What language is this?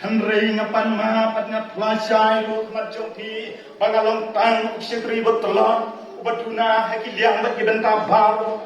Khasi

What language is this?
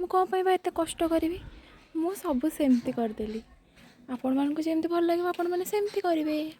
Odia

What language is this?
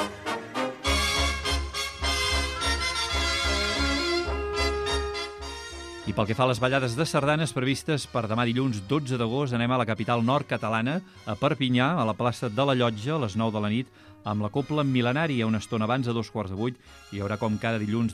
Catalan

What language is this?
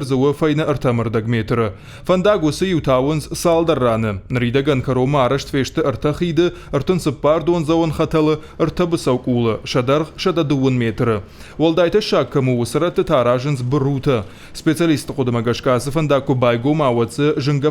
Ossetic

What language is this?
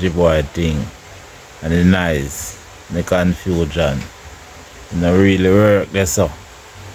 Jamaican Creole English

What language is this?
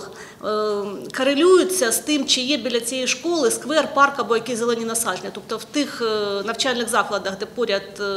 Ukrainian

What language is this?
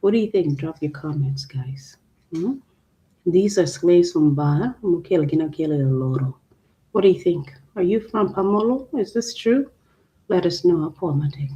Acoli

